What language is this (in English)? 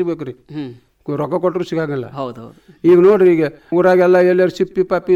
Kannada